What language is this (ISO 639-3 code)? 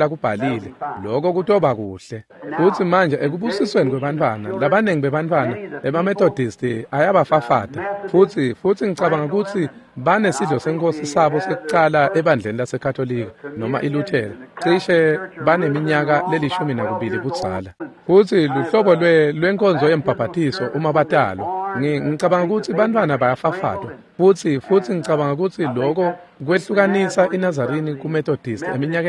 ssw